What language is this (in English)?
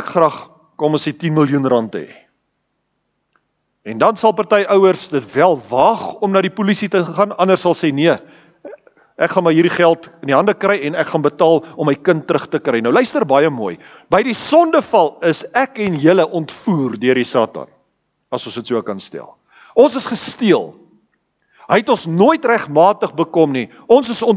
Afrikaans